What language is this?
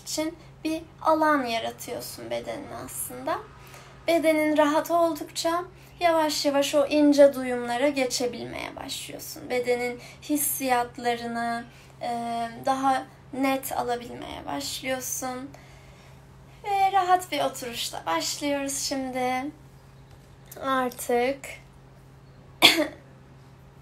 Turkish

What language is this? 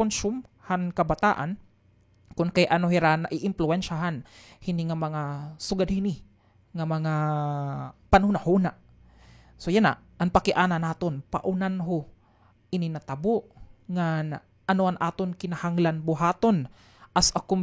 Waray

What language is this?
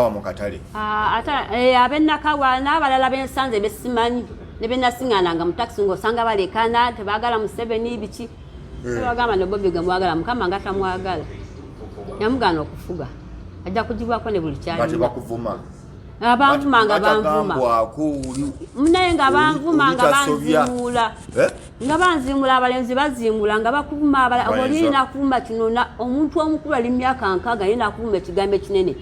Ganda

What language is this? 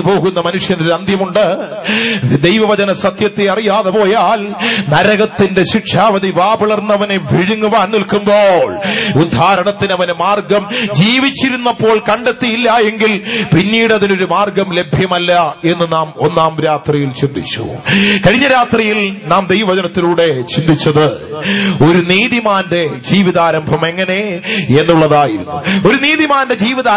Malayalam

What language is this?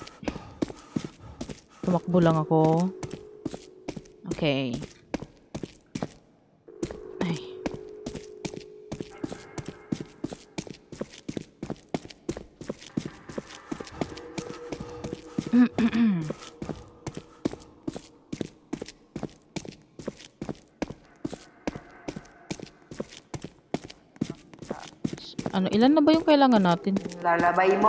Filipino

